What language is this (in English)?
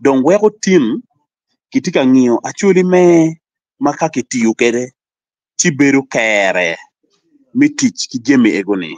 Acoli